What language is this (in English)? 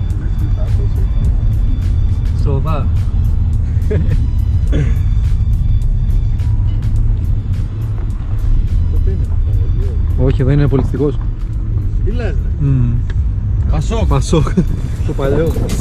Greek